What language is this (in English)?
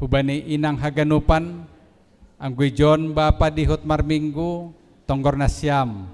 Batak Simalungun